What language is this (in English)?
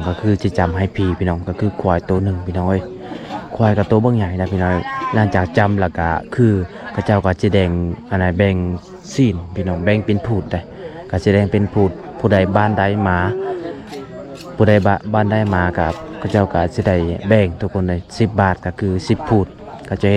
Lao